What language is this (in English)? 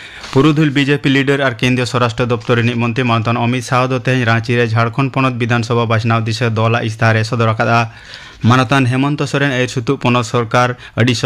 Santali